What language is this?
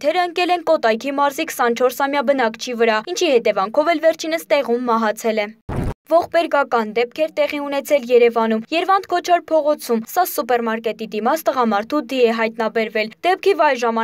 Armenian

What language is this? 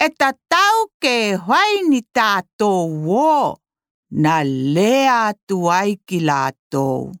Tokelau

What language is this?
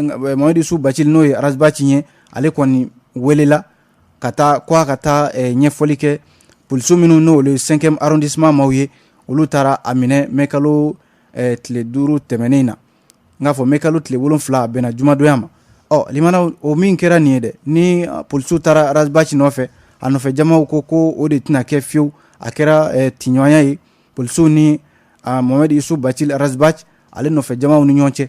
Bambara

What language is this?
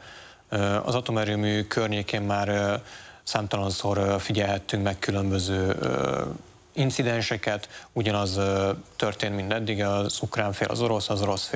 Hungarian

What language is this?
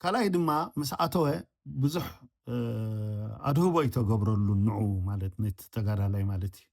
Tigrinya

